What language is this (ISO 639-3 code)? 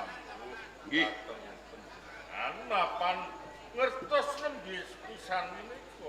jav